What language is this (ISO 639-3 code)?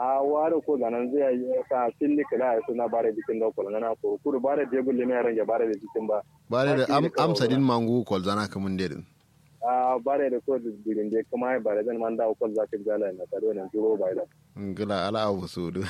kau